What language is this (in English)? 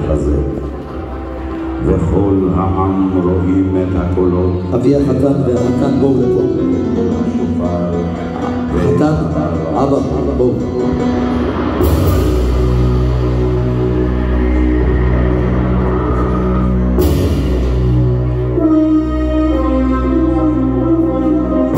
Hebrew